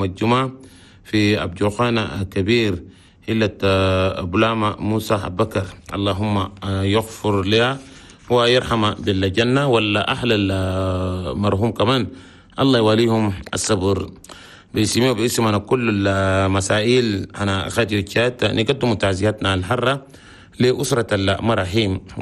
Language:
Chadian Arabic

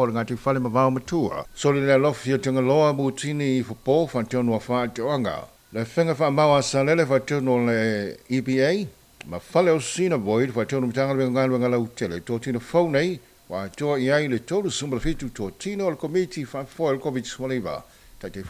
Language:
Samoan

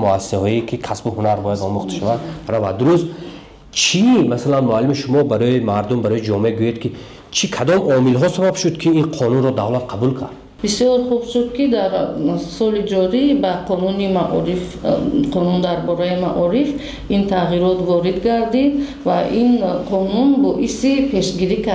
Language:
Tajik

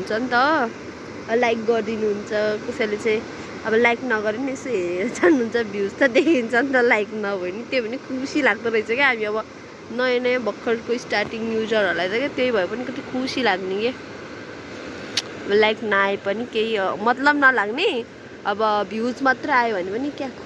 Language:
Nepali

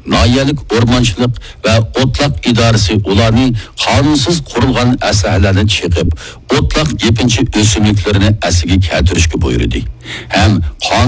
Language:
Uyghur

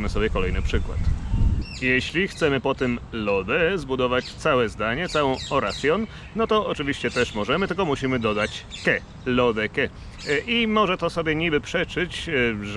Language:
Polish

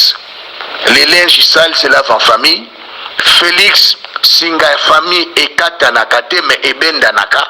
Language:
Lingala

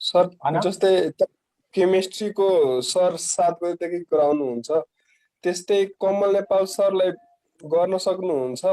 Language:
Nepali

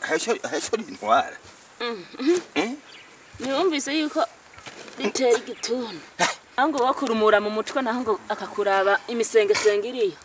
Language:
Rundi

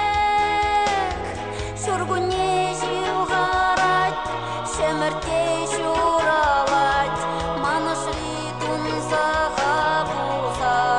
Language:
Chuvash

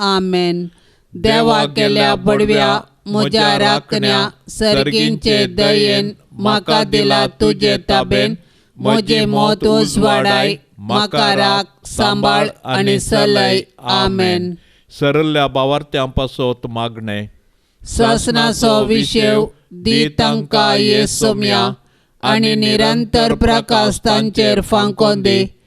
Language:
Konkani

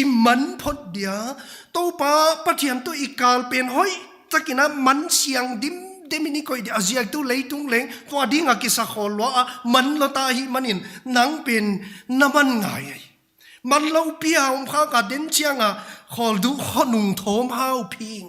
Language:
Paite Chin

